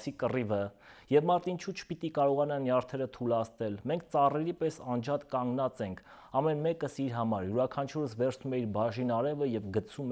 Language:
Armenian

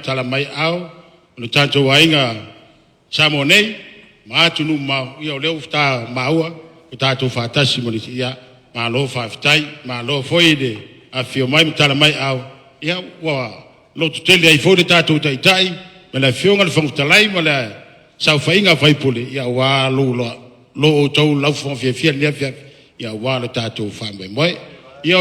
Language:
Samoan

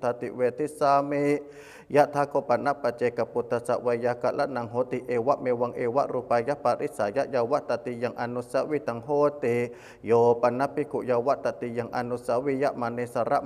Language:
Pali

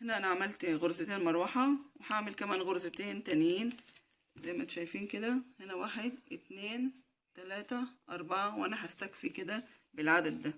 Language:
Egyptian Arabic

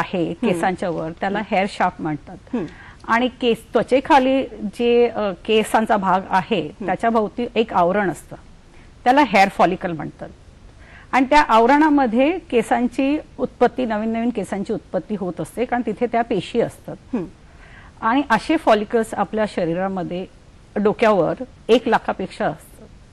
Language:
Marathi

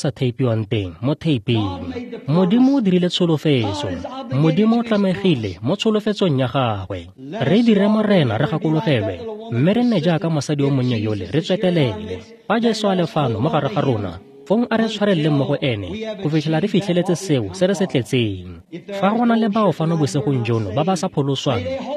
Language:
Tswana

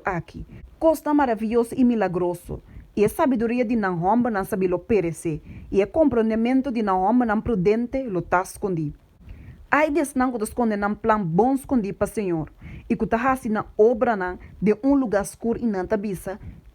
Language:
Papiamento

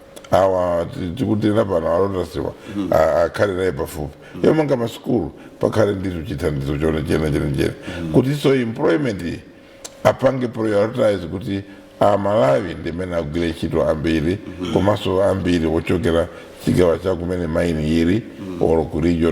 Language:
Nyanja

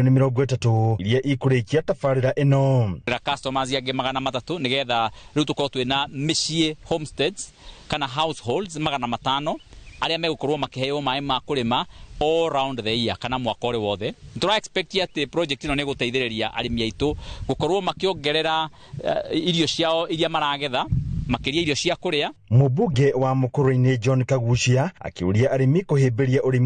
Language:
Kikuyu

